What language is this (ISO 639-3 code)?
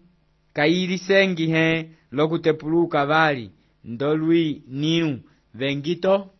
umb